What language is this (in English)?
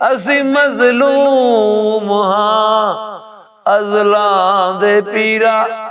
Western Panjabi